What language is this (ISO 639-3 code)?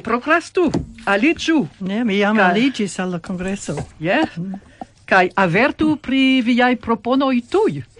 epo